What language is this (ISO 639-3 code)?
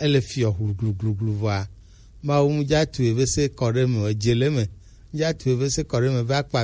gej